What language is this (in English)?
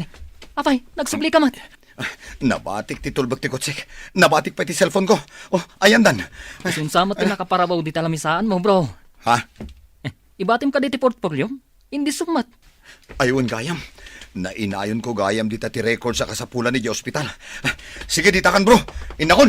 Iloko